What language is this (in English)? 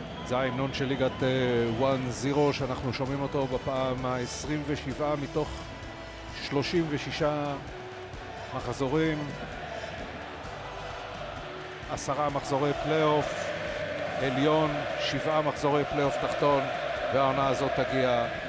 Hebrew